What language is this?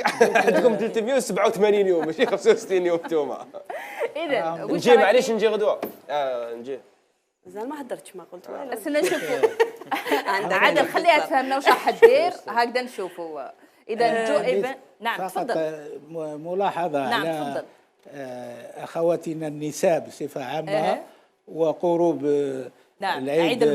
Algerian Arabic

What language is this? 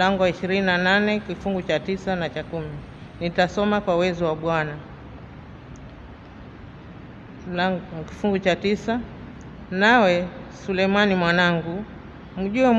Swahili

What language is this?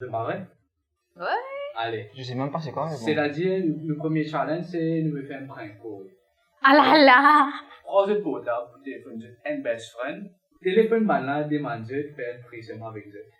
Morisyen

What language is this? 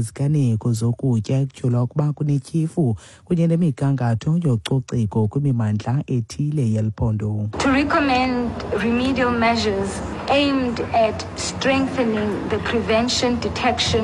Xhosa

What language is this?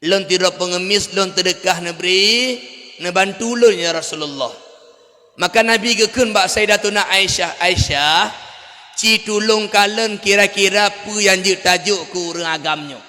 Achinese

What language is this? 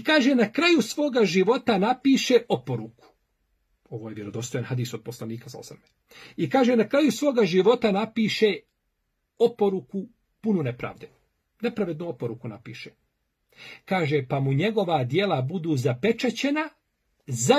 Bosnian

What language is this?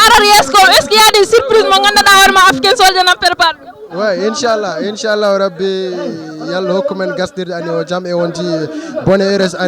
Fula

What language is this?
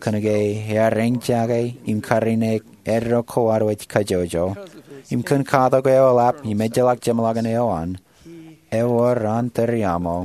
Marshallese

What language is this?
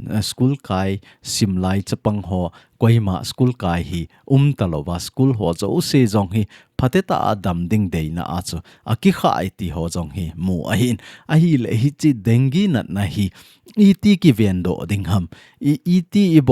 Thado Chin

